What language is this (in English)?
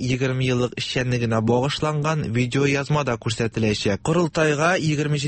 Tatar